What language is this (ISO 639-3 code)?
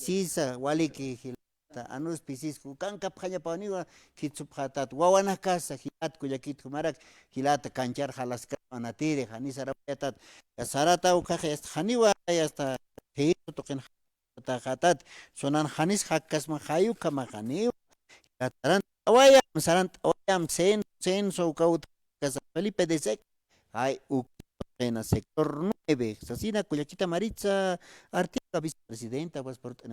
aym